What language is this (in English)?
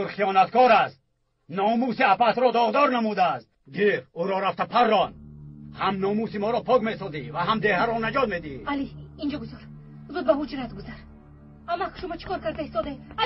Tajik